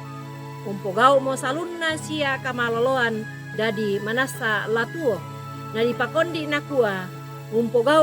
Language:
Toraja-Sa'dan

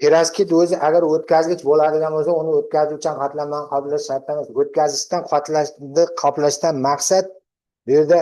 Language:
Uzbek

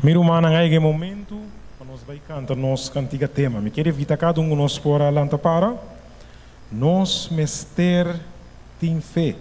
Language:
Papiamento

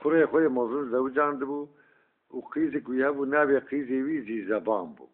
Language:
Kurdish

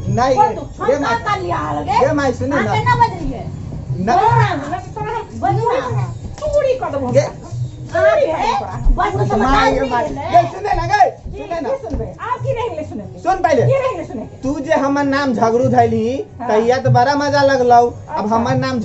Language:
Maithili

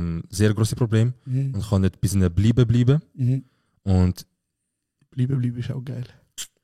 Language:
Swiss German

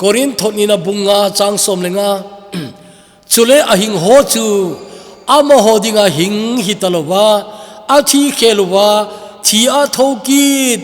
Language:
Thado Chin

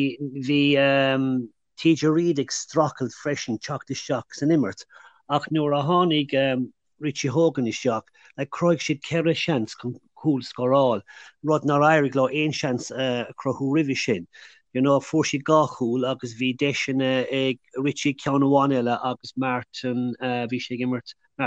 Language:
Irish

